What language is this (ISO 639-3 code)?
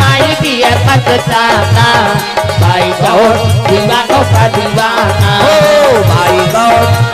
hne